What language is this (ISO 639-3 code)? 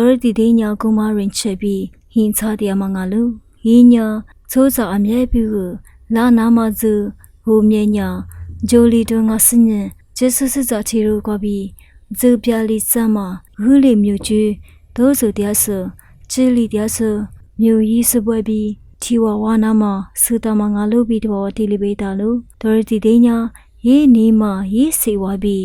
lis